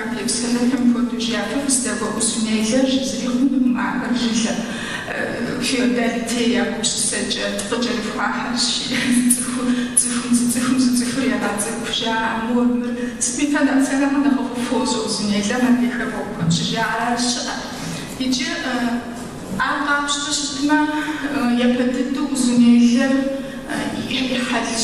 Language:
Kabardian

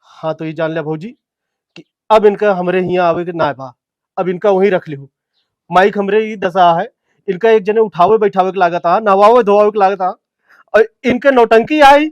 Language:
Awadhi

